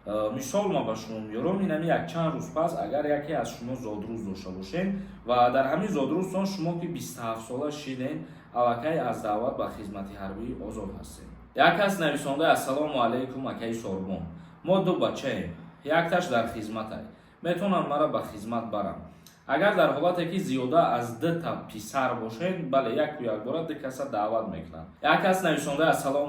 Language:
Tajik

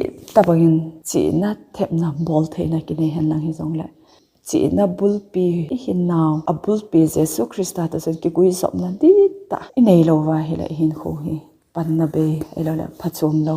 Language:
Thado Chin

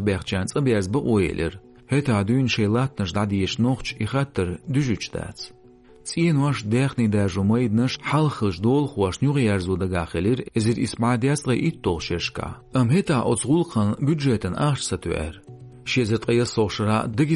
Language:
Chechen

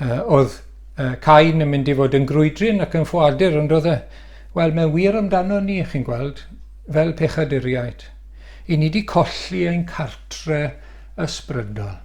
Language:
Welsh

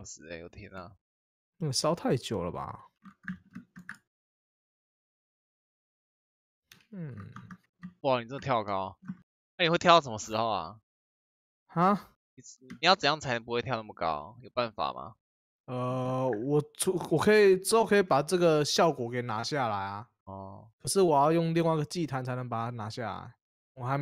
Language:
Chinese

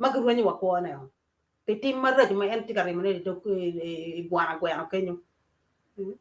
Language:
Acoli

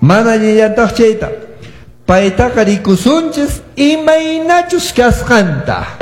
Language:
Quechua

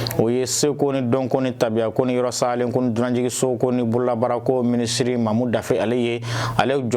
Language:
Bambara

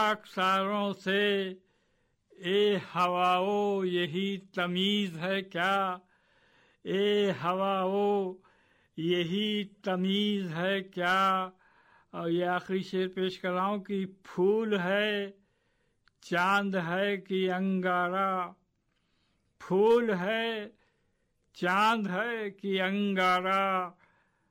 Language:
Hindi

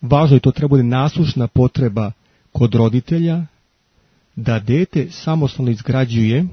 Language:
Serbian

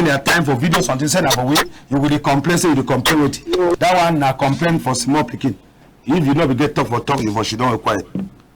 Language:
Cameroon Pidgin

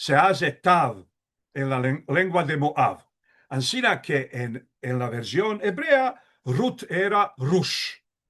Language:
Ladino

